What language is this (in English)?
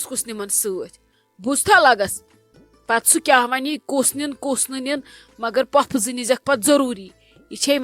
Kashmiri